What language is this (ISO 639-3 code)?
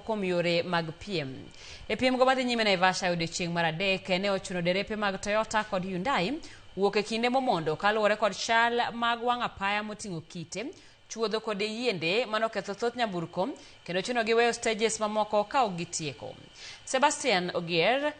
luo